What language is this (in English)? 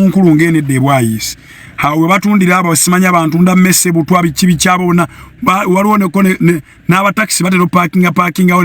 Ganda